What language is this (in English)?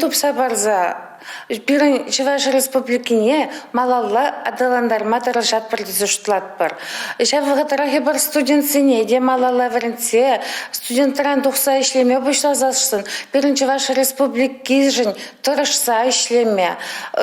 Chuvash